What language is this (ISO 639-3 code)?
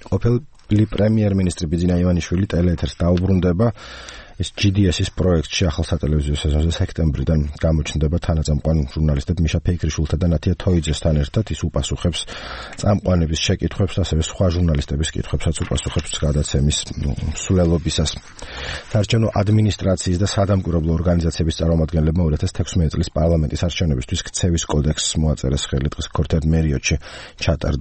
kat